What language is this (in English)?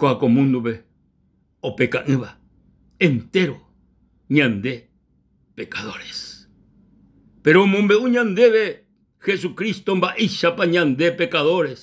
Guarani